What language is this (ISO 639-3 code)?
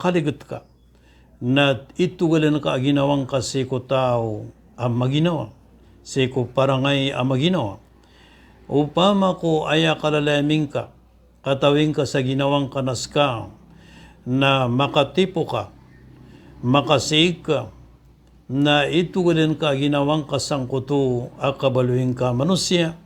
mrw